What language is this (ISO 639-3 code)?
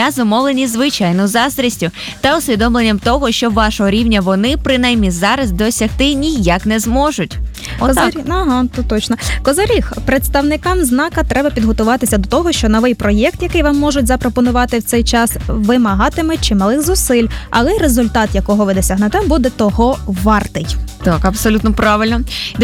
ukr